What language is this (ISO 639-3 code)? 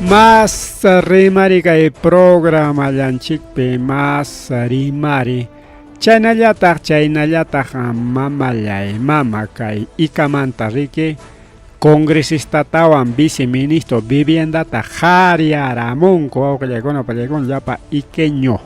quy